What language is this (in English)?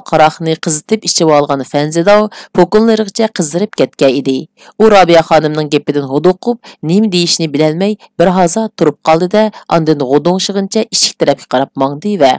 Uyghur